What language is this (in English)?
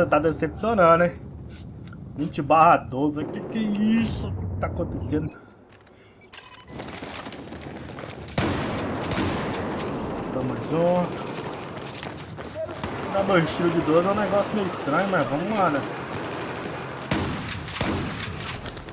Portuguese